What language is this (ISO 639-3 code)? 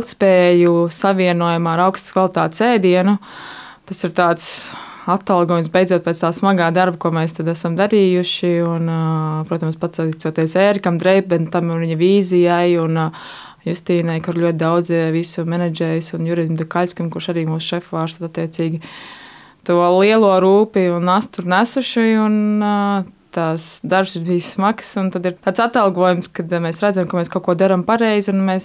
lav